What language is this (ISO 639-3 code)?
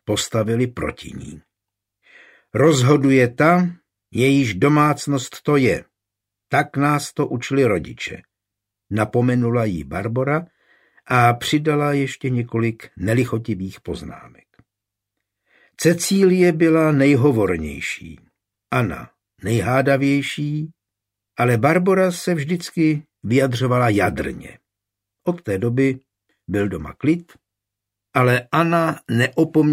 ces